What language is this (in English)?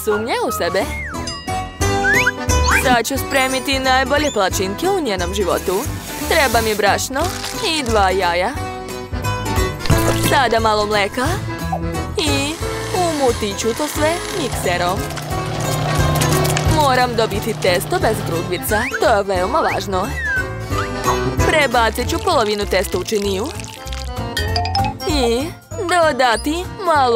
Serbian